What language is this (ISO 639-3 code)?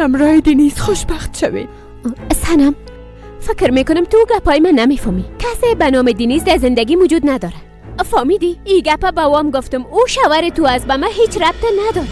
fas